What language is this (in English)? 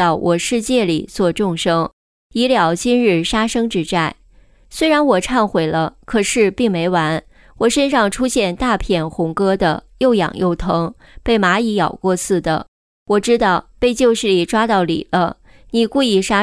Chinese